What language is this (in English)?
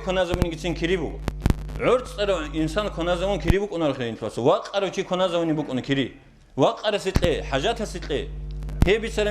Avaric